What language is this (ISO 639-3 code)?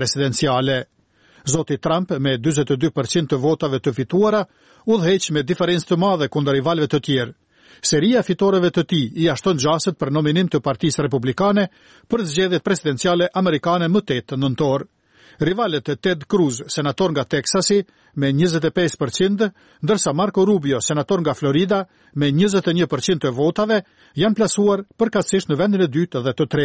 sqi